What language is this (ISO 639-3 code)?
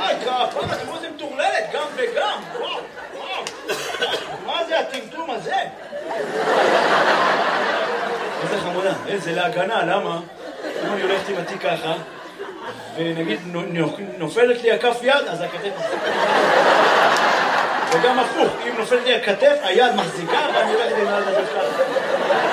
heb